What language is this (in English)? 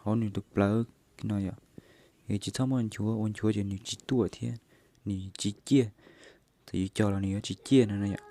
Hmong